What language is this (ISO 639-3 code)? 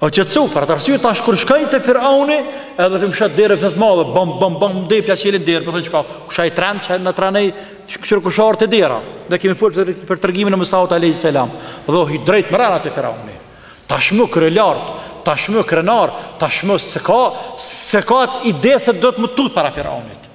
sqi